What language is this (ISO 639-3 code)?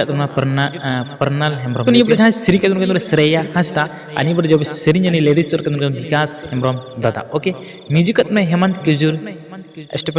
sat